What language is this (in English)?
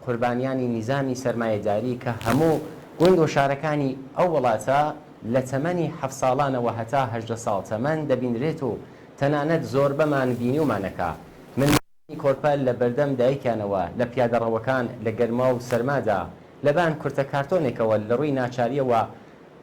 Central Kurdish